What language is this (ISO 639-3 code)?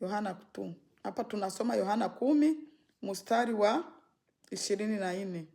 swa